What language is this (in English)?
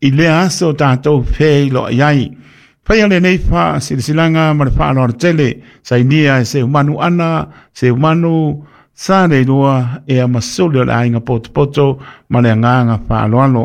Samoan